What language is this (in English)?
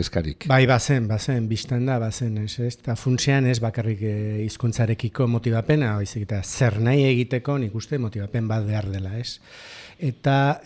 Basque